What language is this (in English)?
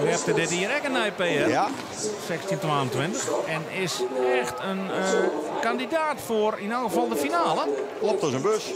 Western Frisian